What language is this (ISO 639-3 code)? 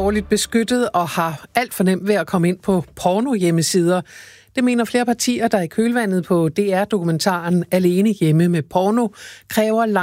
dan